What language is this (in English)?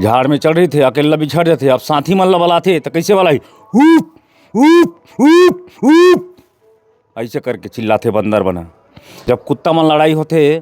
Chhattisgarhi